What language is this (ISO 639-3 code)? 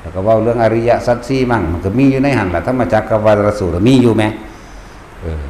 tts